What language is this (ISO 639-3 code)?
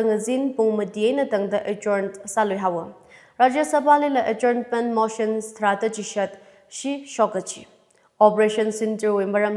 nmf